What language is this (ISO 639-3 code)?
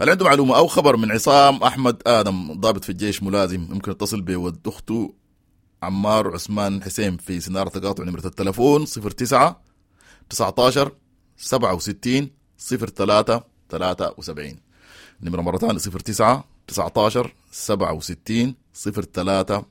apd